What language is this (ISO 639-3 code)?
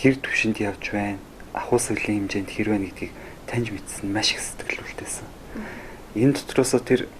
mon